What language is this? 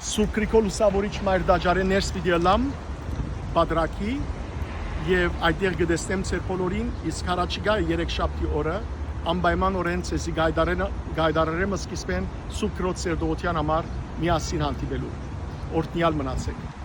Western Armenian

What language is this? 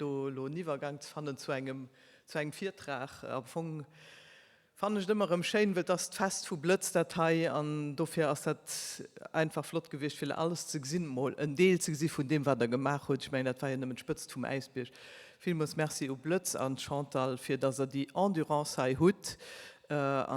Luxembourgish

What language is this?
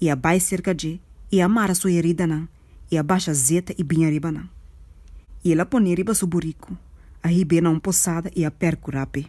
Papiamento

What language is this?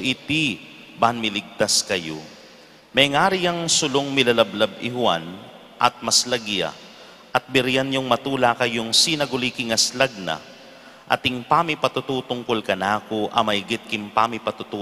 Pampanga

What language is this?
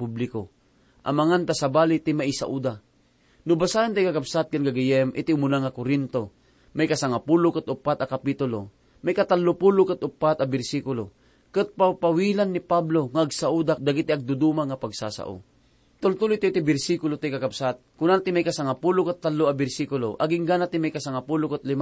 Iloko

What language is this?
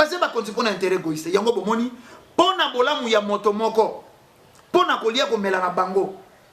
Lingala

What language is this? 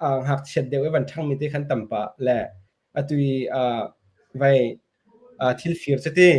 Hakha Chin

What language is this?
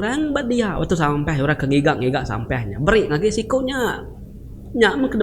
Iban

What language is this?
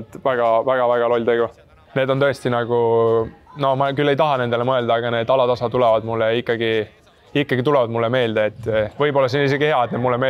Estonian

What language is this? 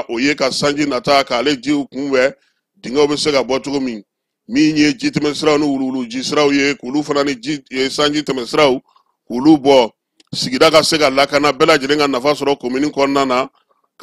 Bambara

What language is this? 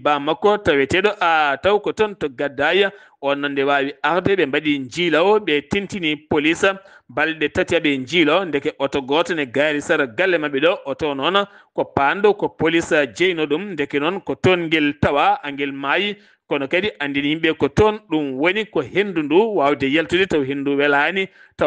Fula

